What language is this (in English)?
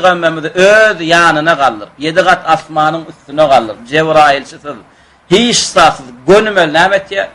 Turkmen